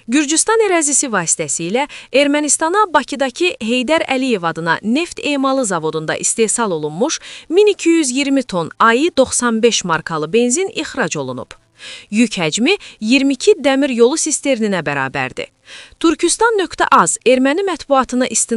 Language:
Azerbaijani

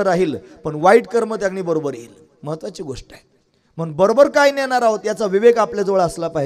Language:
Marathi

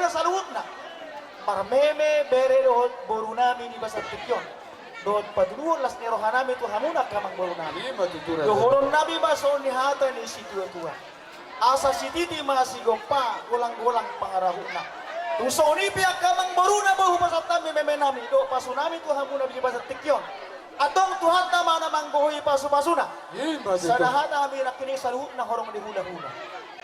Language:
Batak Toba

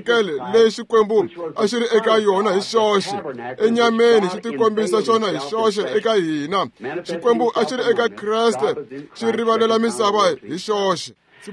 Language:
Tsonga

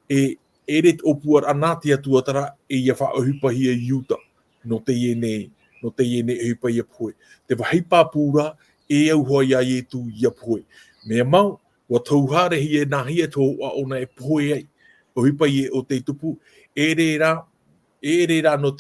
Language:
Tahitian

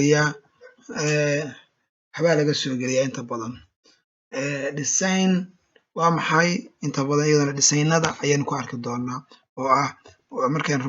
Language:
Somali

